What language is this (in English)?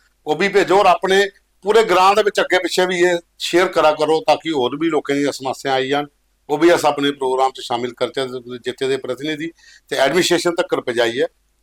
Dogri